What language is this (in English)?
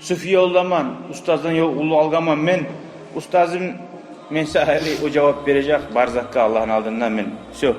Kumyk